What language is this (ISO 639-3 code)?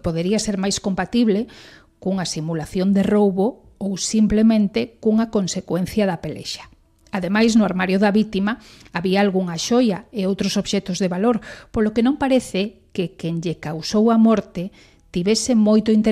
glg